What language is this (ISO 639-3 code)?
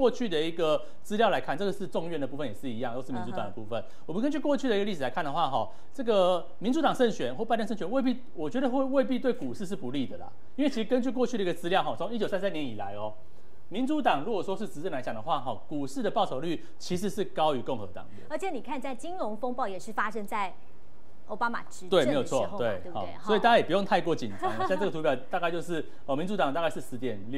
zho